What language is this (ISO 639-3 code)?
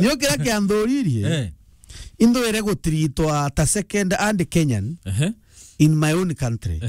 mer